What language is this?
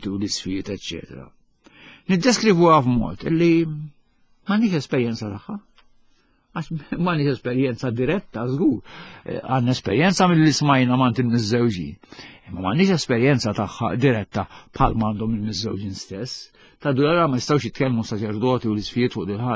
Maltese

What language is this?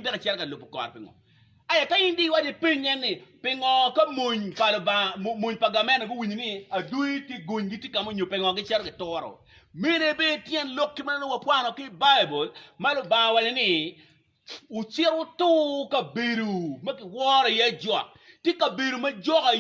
Acoli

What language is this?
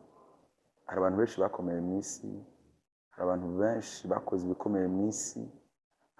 Rundi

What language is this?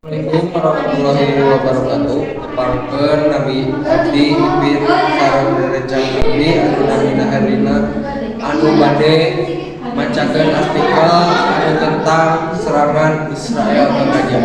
Sundanese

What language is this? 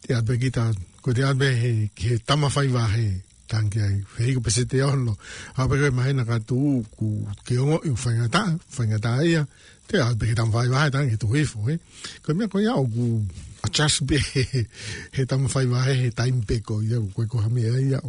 Tongan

